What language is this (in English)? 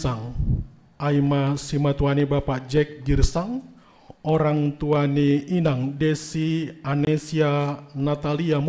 Batak Simalungun